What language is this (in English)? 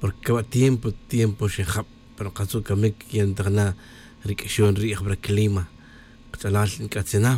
Tz'utujil